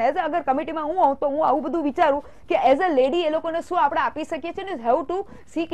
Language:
Gujarati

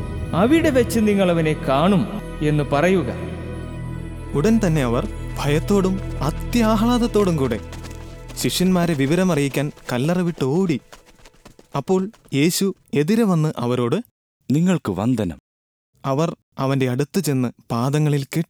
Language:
Malayalam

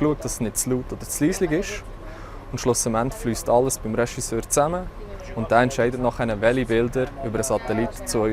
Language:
Romansh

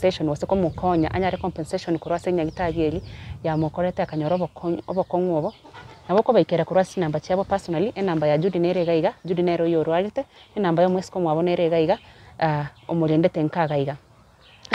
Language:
Gusii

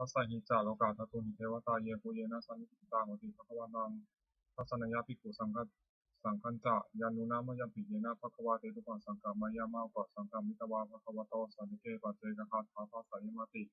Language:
Pali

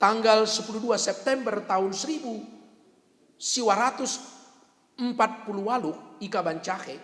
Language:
Batak Karo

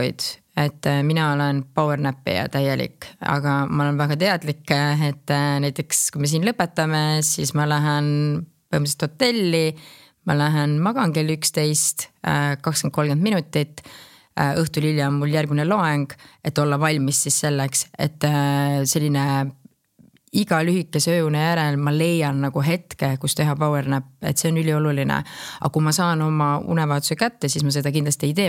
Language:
Estonian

